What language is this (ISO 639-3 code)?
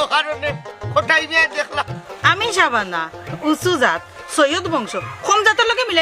syl